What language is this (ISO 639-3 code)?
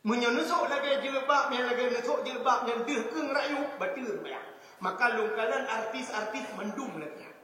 ace